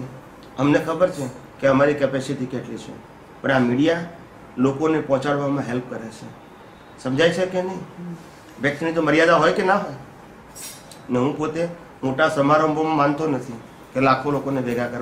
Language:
Gujarati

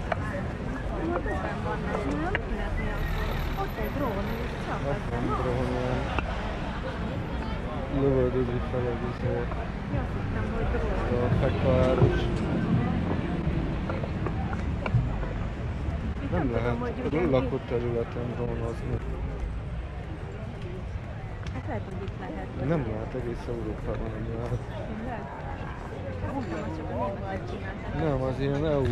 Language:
Hungarian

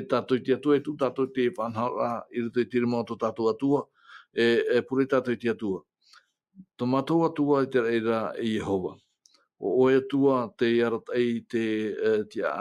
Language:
Tahitian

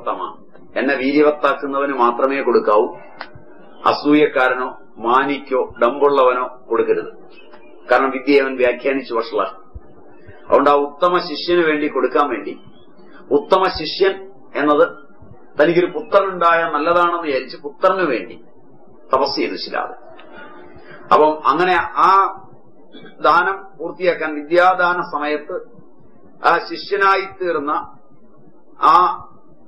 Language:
Malayalam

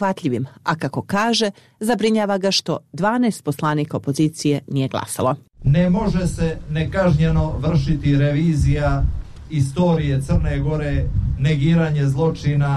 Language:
Serbian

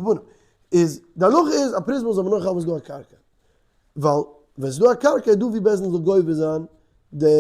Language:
Yiddish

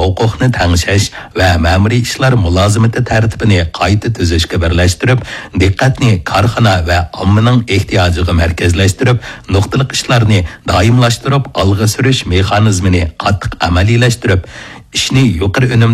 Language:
Uyghur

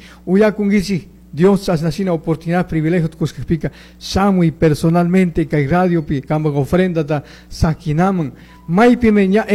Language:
Chimborazo Highland Quichua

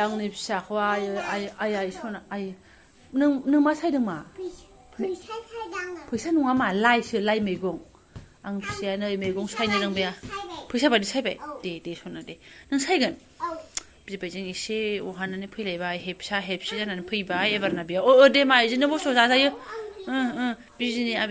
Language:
Bodo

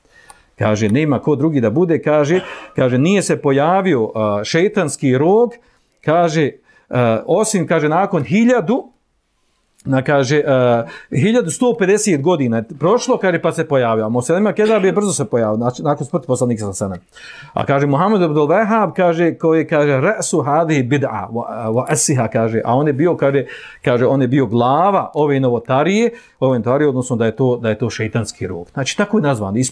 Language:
Bosnian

